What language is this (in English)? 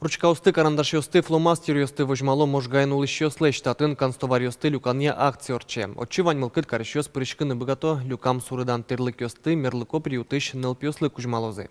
Udmurt